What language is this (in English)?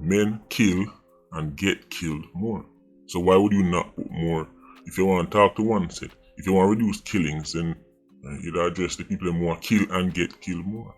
Jamaican Creole English